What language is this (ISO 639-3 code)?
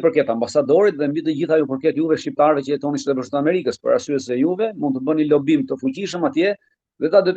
sqi